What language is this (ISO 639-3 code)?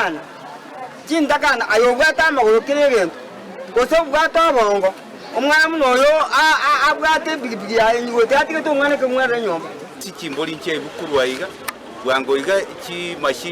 guz